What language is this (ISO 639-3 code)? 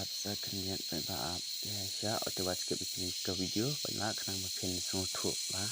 kha